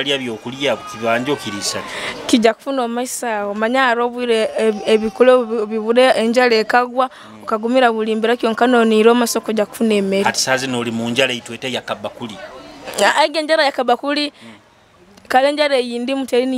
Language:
Nyoro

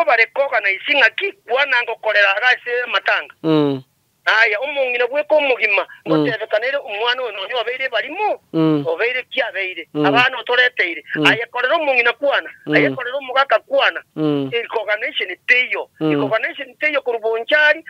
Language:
Gusii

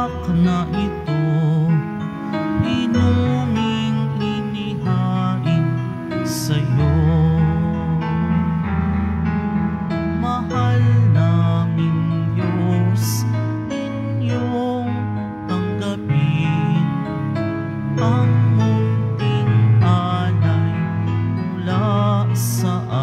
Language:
Filipino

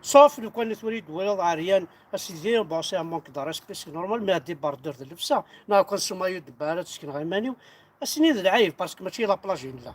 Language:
Kabyle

